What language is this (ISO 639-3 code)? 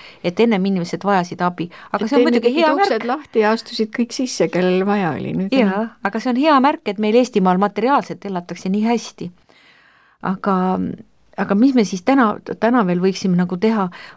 est